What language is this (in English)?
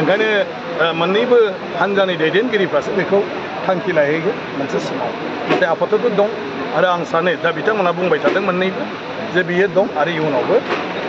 Bodo